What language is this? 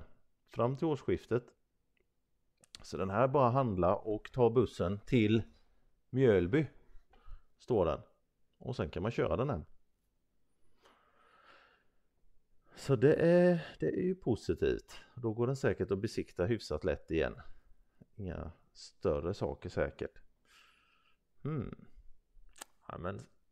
Swedish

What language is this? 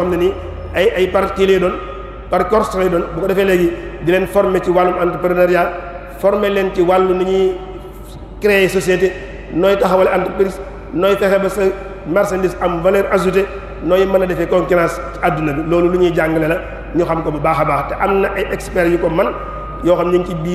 Wolof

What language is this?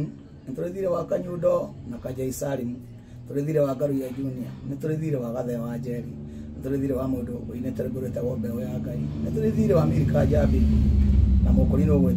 Kikuyu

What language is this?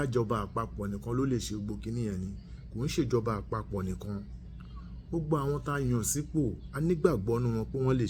Yoruba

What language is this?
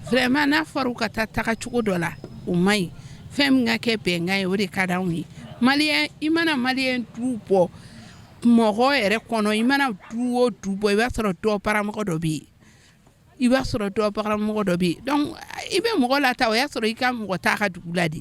Bambara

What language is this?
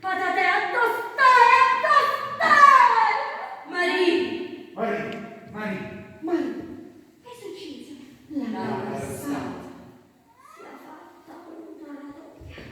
Neapolitan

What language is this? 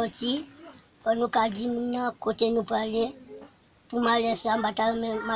Haitian Creole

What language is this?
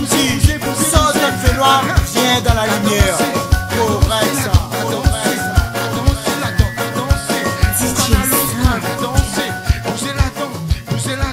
Réunion Creole French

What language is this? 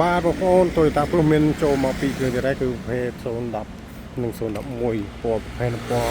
Khmer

